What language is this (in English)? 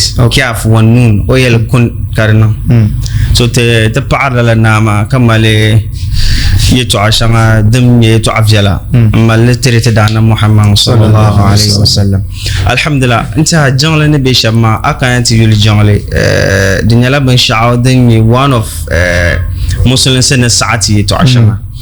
Dagbani